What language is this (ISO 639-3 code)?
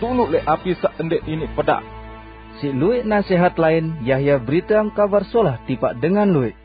sas